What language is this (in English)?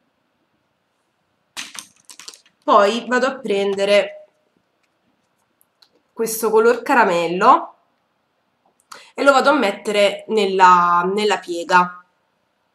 Italian